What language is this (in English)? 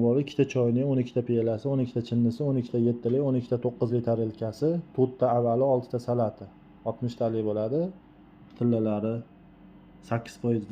Uzbek